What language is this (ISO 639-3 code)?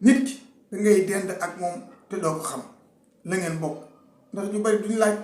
wol